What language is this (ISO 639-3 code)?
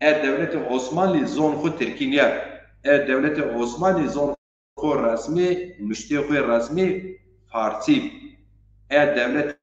zza